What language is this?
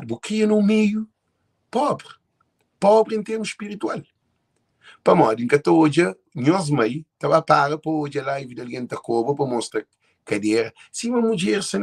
Kabuverdianu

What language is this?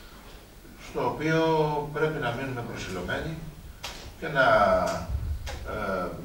Greek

